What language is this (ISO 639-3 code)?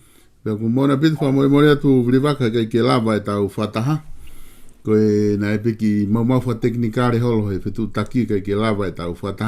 ton